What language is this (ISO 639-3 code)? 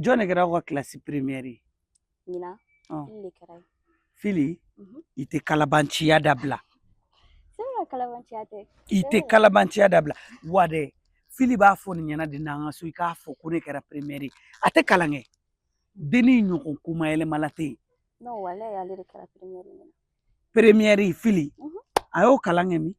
bam